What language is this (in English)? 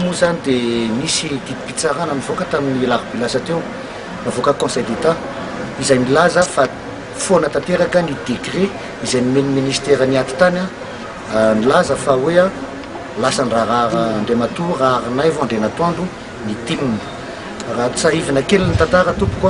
Malagasy